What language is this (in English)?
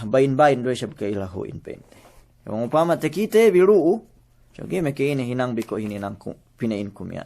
Yakan